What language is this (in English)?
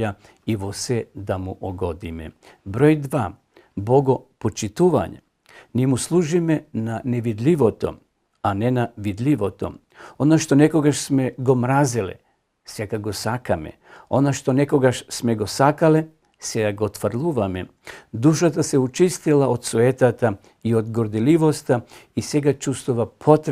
Macedonian